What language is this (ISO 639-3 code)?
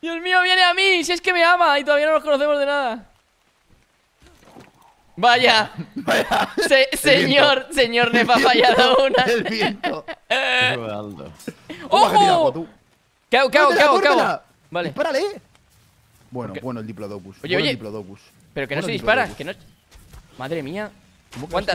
spa